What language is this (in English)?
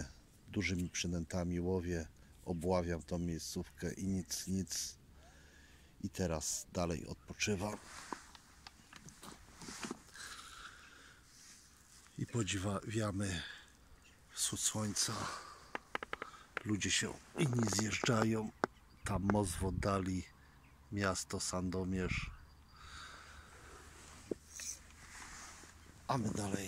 Polish